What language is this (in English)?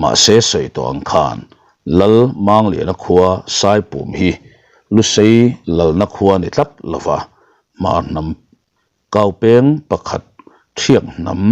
Mizo